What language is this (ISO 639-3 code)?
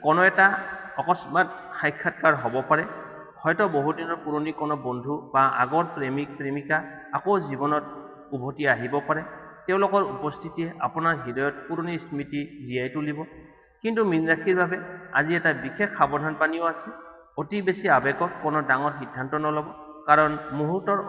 asm